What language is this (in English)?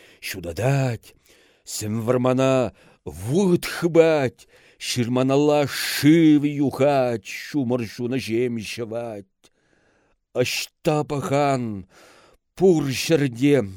Chuvash